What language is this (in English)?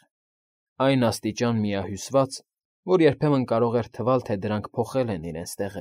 Armenian